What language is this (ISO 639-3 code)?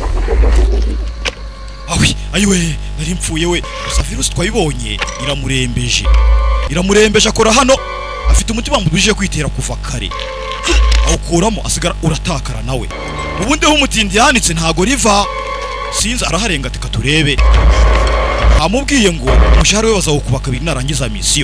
kin